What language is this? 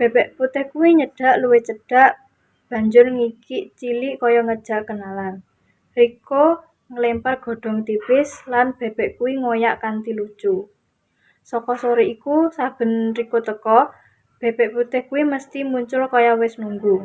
Javanese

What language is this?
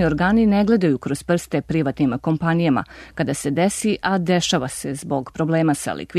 Serbian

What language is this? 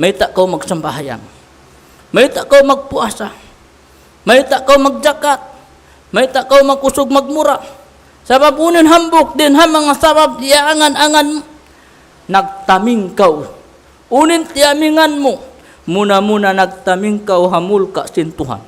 Tausug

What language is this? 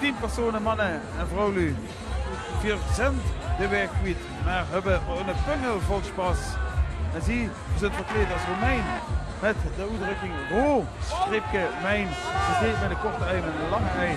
Limburgish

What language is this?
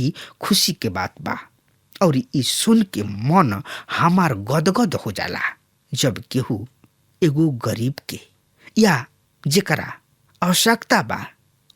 Bhojpuri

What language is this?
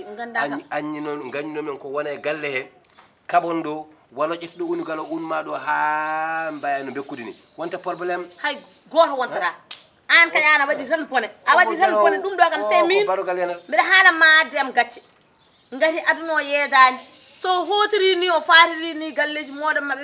Fula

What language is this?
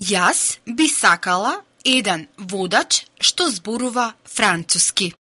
Macedonian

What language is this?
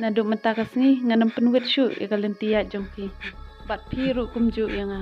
Khasi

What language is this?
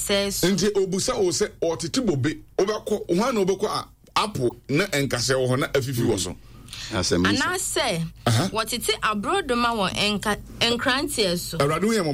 Akan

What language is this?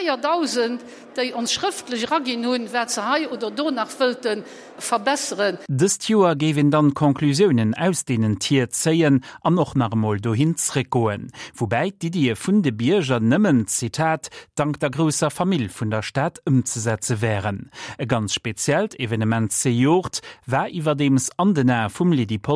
Luxembourgish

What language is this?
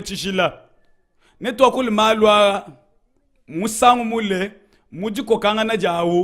Luba-Lulua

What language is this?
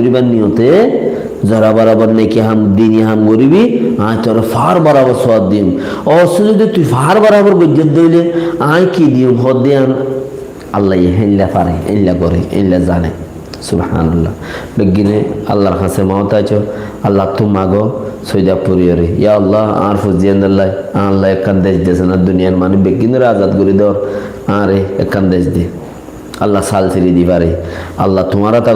Rohingya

